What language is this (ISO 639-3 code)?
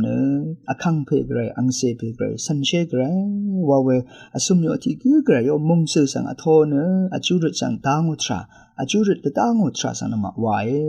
raw